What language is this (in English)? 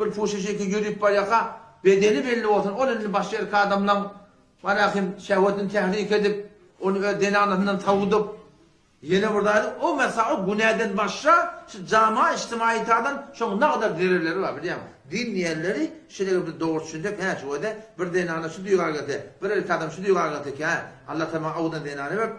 Turkmen